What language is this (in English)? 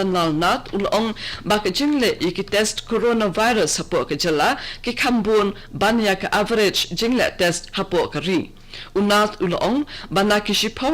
Khasi